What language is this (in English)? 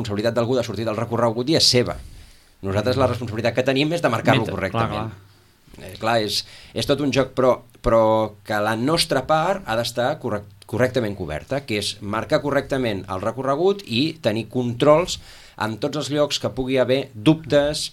Catalan